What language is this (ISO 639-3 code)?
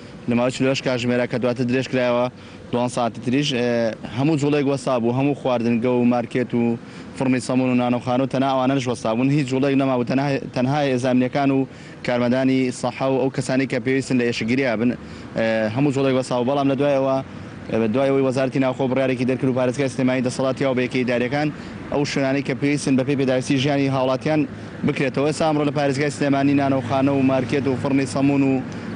ckb